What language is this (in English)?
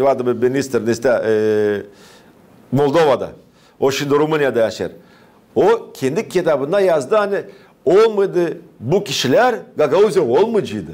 Gagauz